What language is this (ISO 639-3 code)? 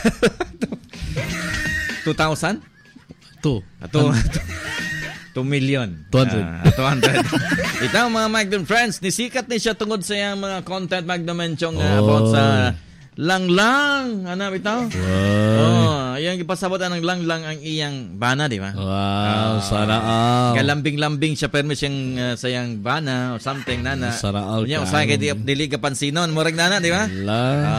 ceb